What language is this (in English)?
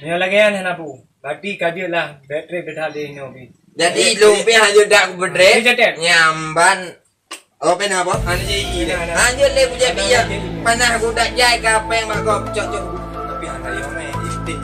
Achinese